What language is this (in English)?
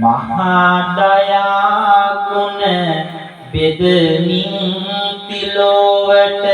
Sinhala